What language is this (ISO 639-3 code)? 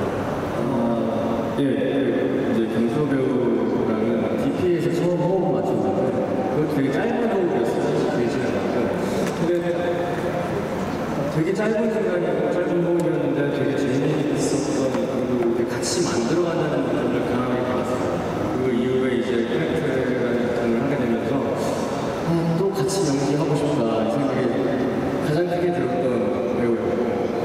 kor